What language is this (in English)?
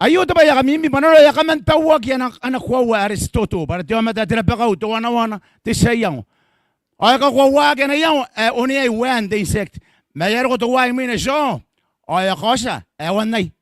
Gilbertese